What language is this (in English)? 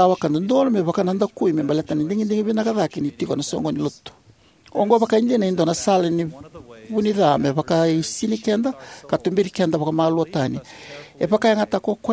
Fijian